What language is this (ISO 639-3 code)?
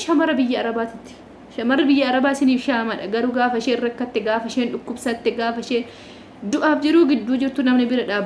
orm